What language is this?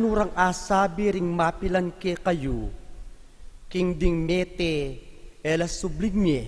Pampanga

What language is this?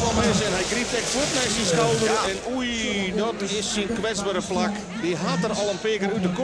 Western Frisian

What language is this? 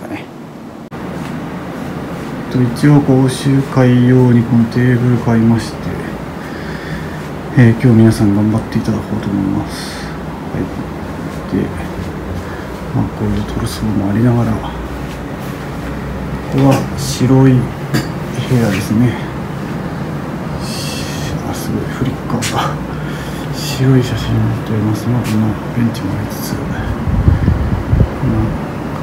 Japanese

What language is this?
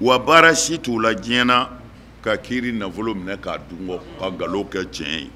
Bambara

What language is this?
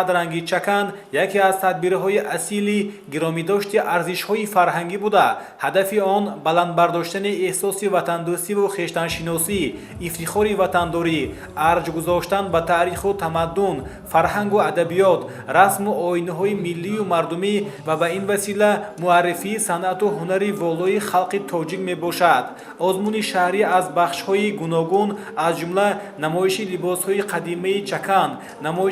Tajik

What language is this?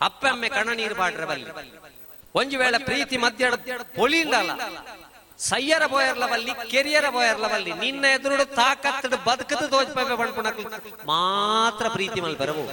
Tulu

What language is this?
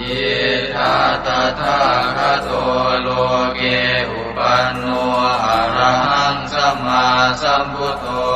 Pali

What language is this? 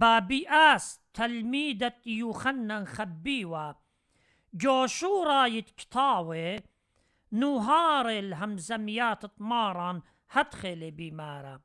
Assyrian Neo-Aramaic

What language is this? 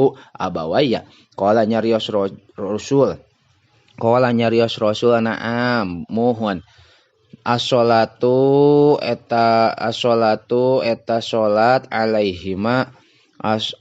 Sundanese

